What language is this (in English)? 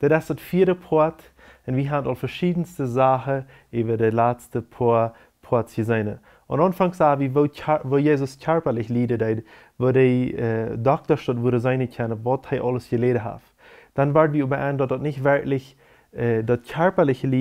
Plautdietsch